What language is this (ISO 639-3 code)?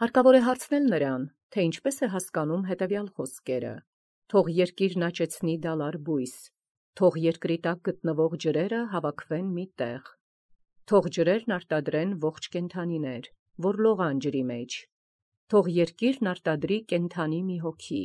hye